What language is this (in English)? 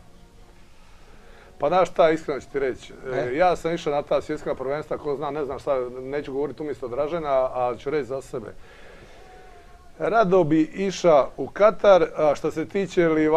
Croatian